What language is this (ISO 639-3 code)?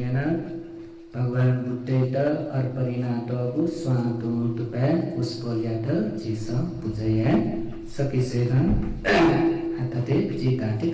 new